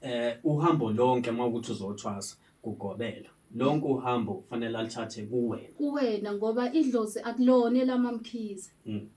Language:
Zulu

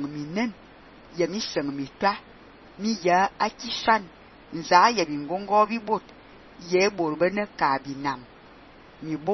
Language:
Fang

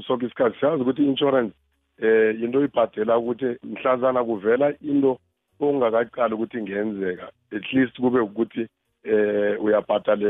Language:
South Ndebele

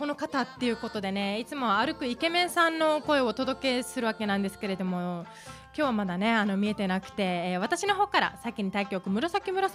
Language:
Japanese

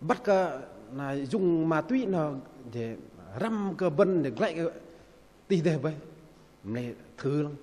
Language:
Bahnar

